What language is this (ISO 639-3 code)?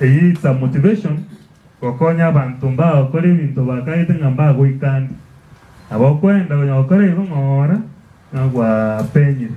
guz